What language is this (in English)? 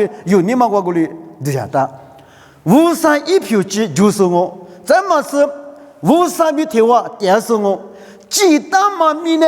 Lisu